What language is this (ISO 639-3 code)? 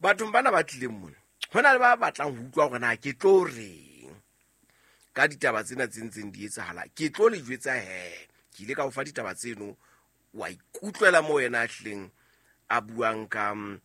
sot